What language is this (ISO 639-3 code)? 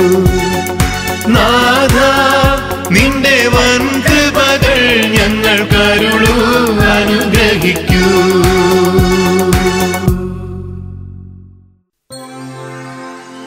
mal